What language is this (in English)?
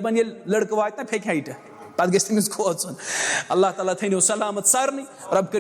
Kashmiri